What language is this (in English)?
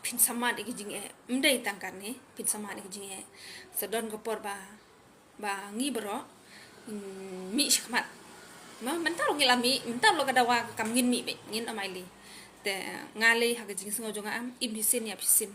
Khasi